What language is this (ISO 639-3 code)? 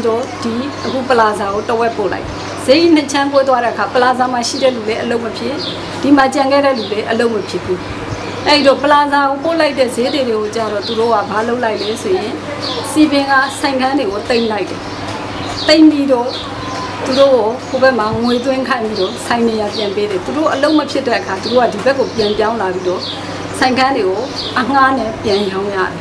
mya